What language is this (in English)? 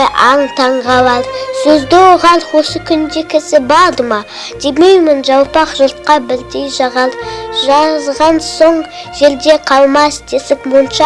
Kazakh